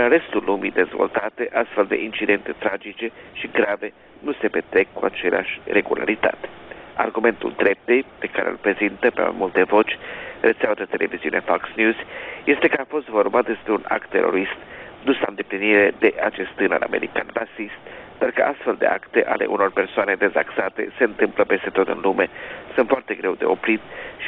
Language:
Romanian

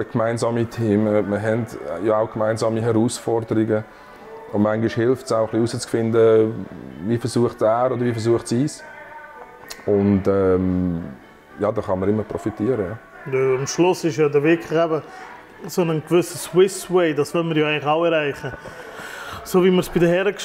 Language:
German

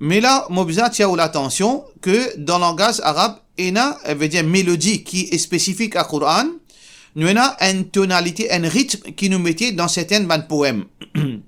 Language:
Morisyen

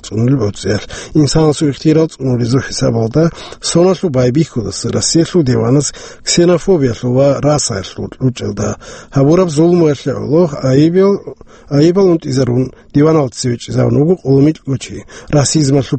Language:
Avaric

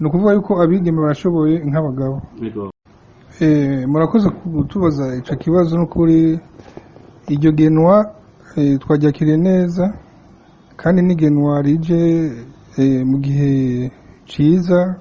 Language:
Rundi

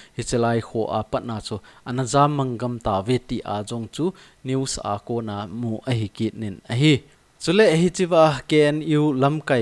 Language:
Thado Chin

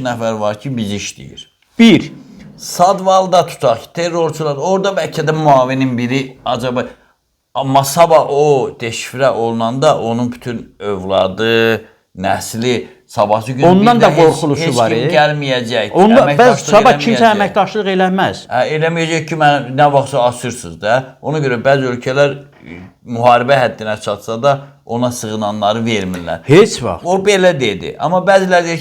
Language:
Azerbaijani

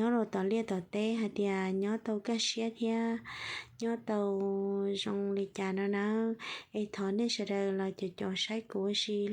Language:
Hmong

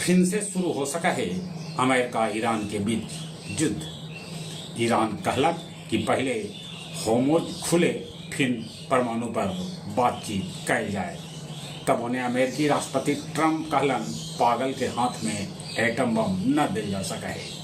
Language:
Magahi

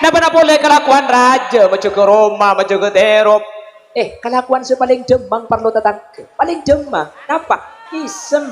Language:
Madurese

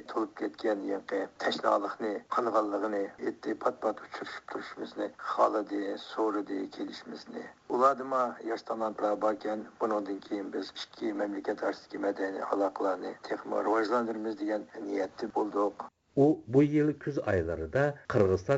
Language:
Uyghur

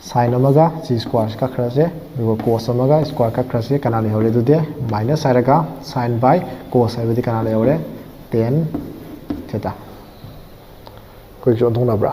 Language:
Manipuri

